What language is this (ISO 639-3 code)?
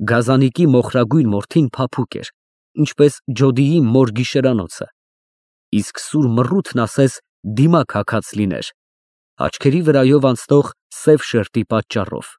hye